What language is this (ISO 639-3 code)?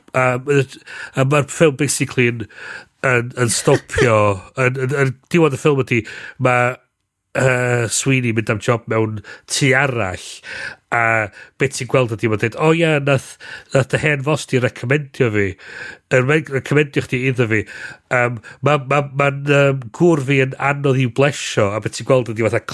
cym